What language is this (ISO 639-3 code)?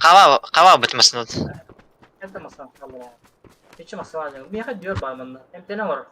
sah